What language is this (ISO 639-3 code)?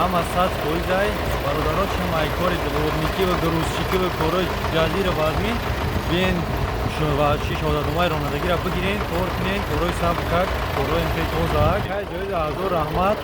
tgk